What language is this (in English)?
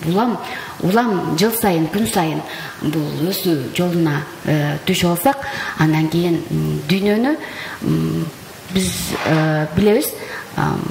Kyrgyz